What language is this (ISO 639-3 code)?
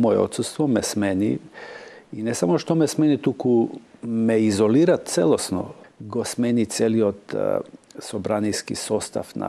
mkd